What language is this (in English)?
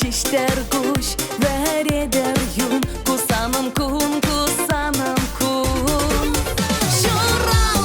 Chuvash